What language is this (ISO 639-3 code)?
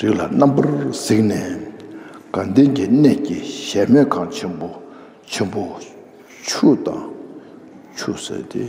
bod